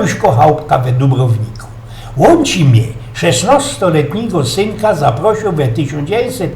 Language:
Silesian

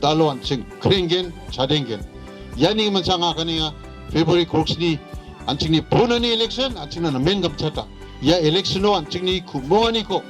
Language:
Garo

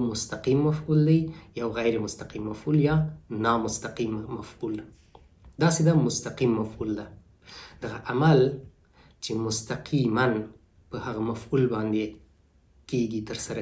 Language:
Pashto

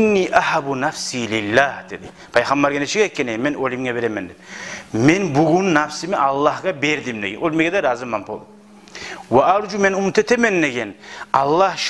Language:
Kumyk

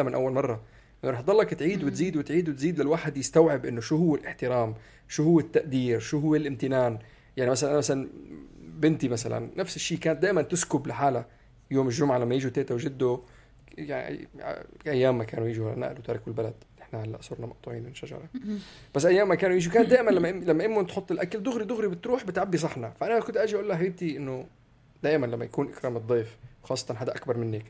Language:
North Levantine Arabic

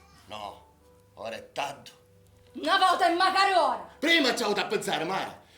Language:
Sicilian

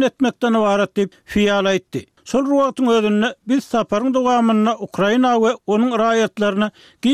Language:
Turkmen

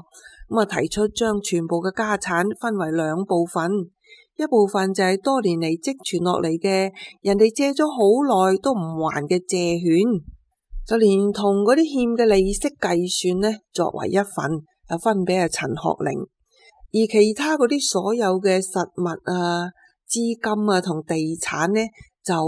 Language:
Cantonese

